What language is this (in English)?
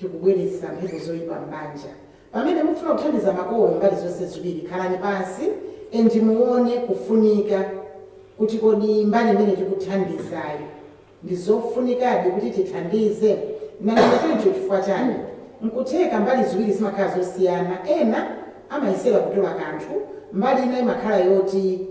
Nyanja